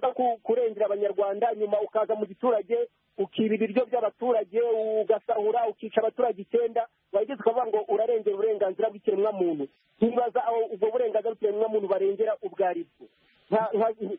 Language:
Kinyarwanda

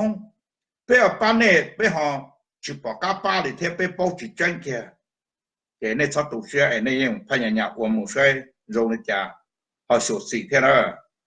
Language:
Hmong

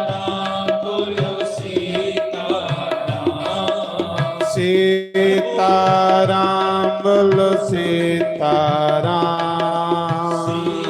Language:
Dogri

